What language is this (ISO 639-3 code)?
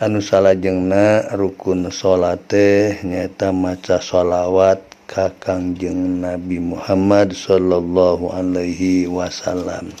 sun